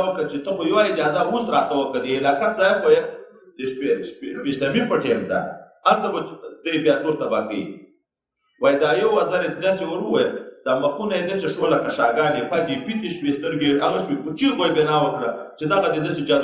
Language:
Pashto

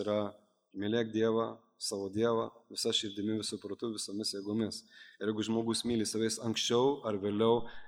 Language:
Lithuanian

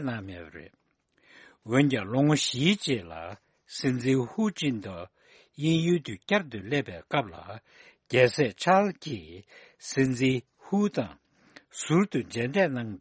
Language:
Tibetan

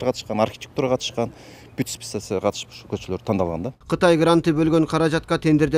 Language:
Kyrgyz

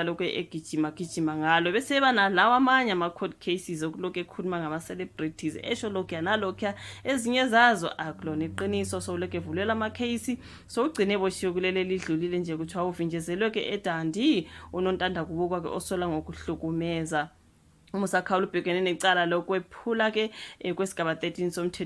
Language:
Zulu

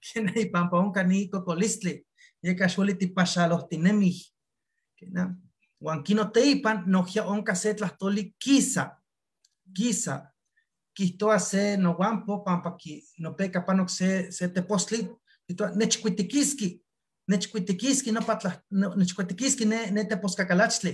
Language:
Eastern Huasteca Nahuatl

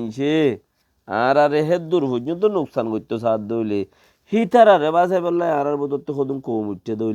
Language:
Rohingya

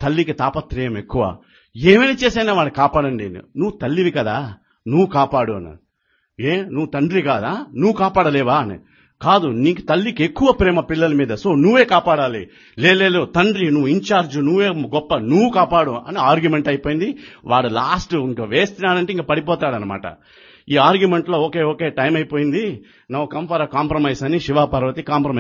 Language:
Telugu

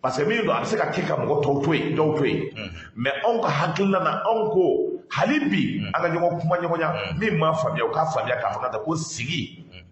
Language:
Bambara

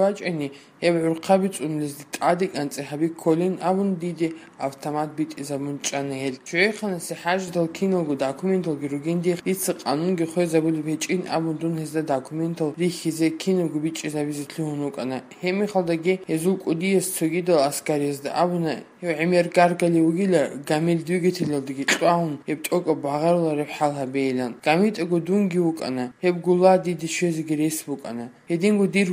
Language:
Avaric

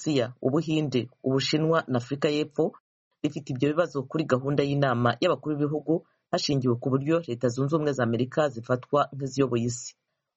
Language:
Kinyarwanda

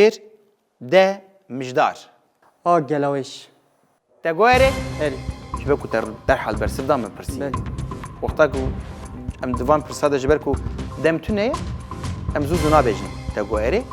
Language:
Kurdish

